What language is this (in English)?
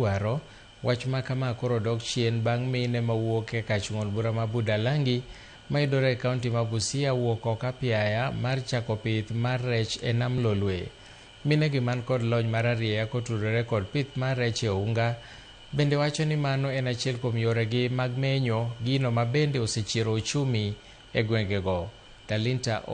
Luo (Kenya and Tanzania)